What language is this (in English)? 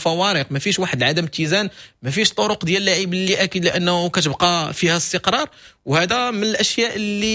Moroccan Arabic